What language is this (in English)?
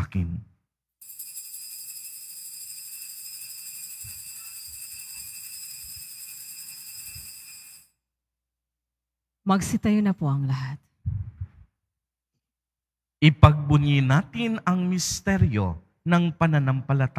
Filipino